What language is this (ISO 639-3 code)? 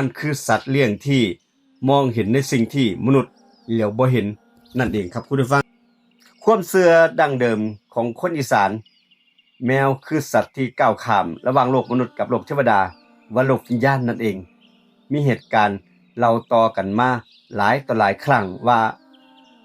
tts